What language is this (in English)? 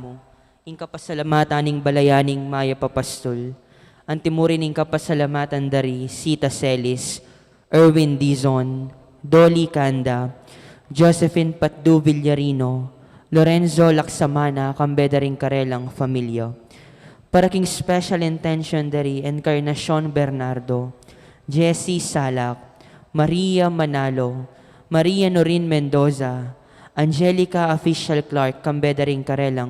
Pampanga